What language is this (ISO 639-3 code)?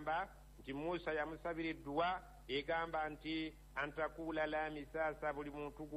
lug